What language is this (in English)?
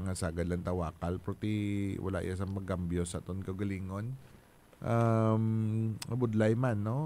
Hiligaynon